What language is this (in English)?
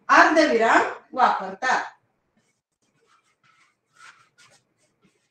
Marathi